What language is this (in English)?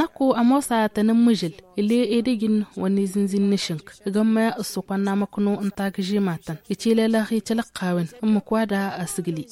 Tamasheq